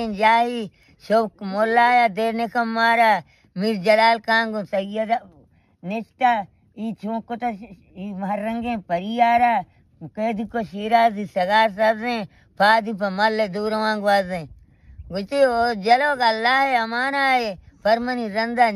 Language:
Baluchi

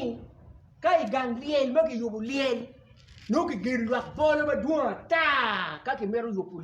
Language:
Acoli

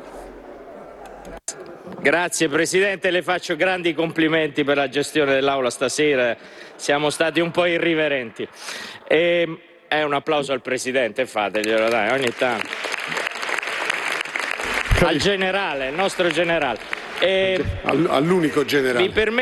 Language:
Italian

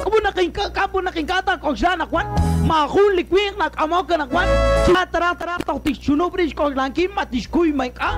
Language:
Kekchí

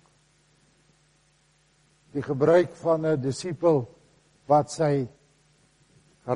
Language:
Afrikaans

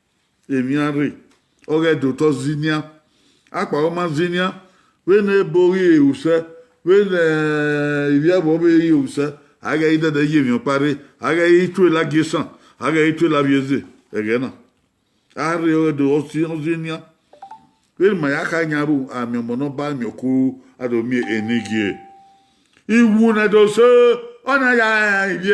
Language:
Bini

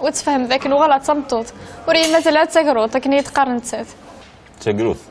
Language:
Kabyle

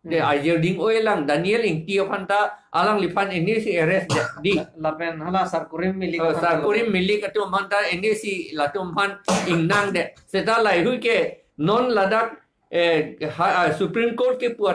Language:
Karbi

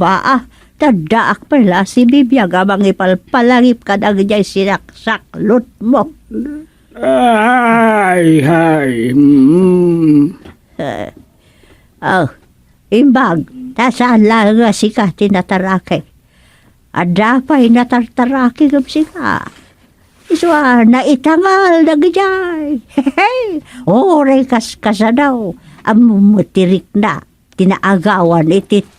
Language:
Iloko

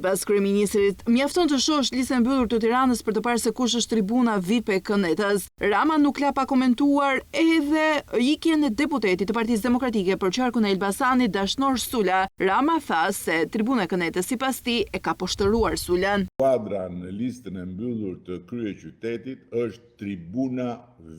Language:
Albanian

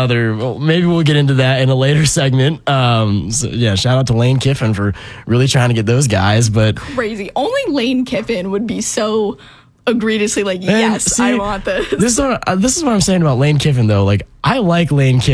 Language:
English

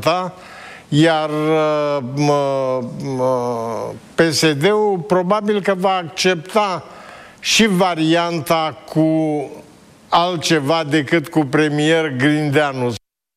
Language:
Romanian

